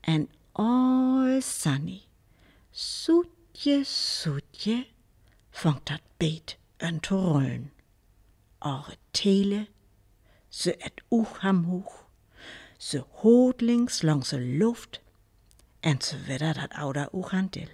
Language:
Northern Frisian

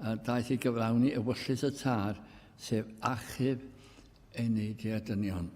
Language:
Welsh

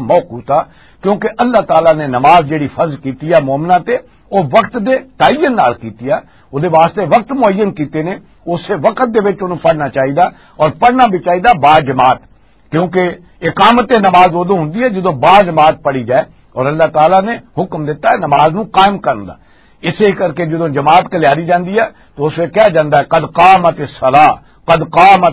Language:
Western Panjabi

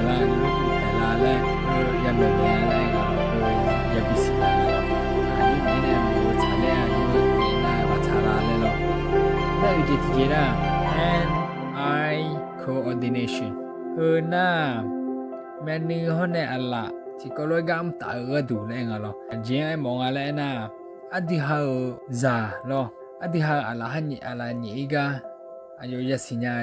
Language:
Akha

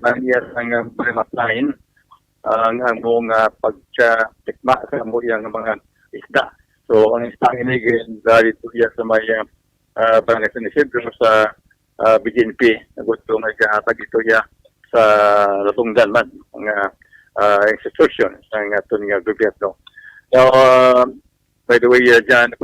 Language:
Hiligaynon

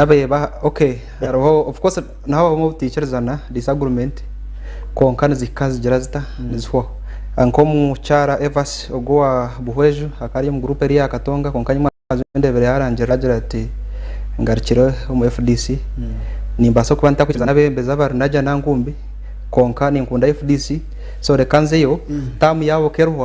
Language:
Nyankole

